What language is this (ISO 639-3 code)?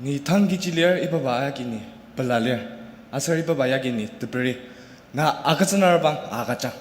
njo